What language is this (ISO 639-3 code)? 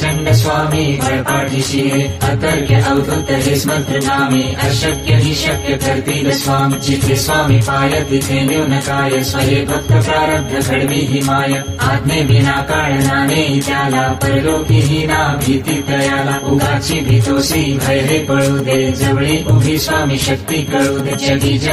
mar